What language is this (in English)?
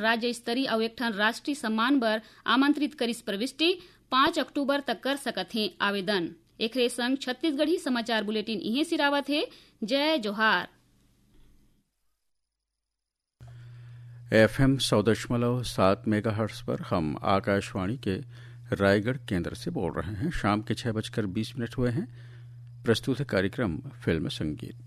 Chhattisgarhi